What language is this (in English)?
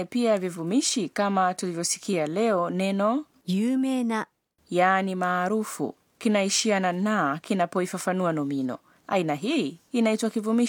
Swahili